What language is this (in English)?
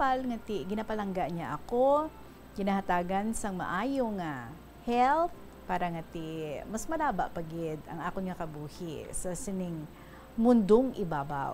Hiligaynon